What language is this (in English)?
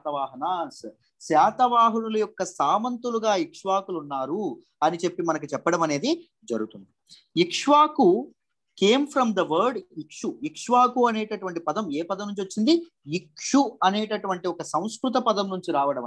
Telugu